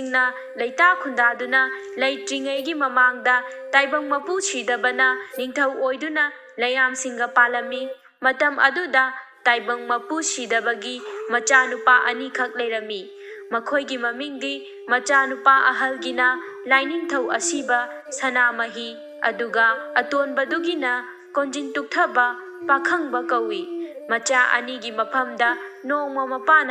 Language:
Manipuri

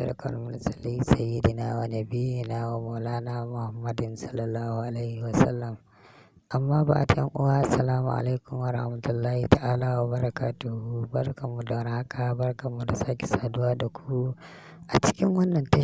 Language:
Hausa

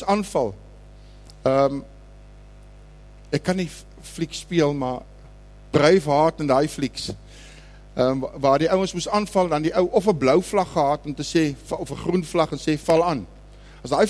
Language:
Afrikaans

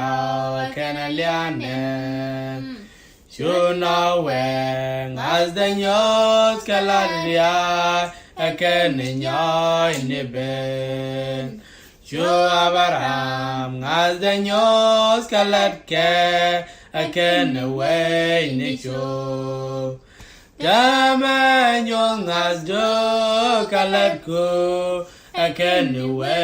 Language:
Nuer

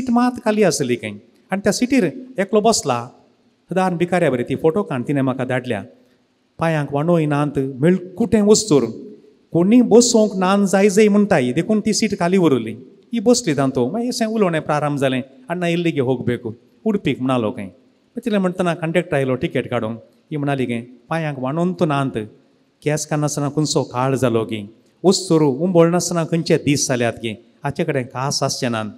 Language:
Konkani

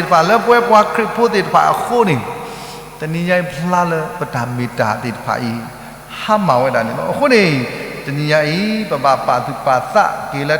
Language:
S'gaw Karen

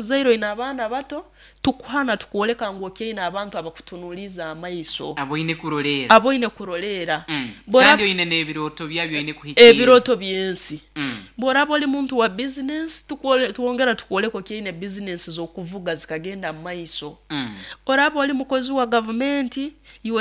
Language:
Nyoro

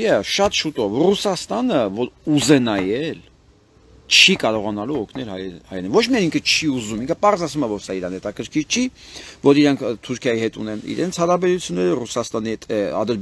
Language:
Armenian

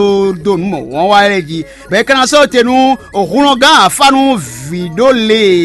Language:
Fon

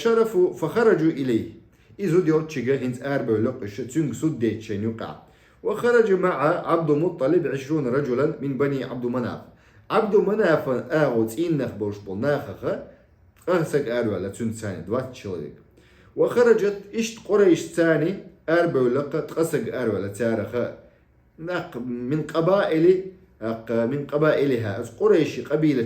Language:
Chechen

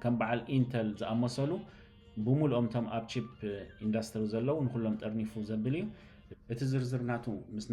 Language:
Tigrinya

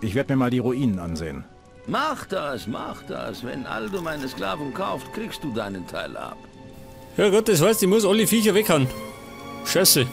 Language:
Bavarian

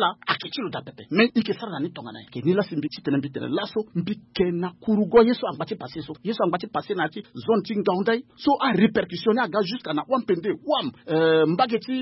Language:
Sango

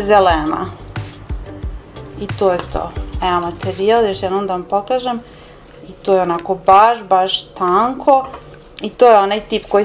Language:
Croatian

